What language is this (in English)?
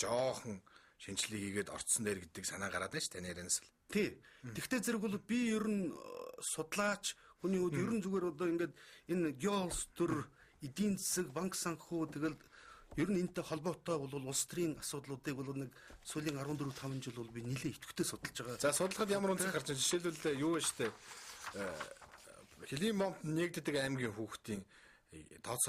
Mongolian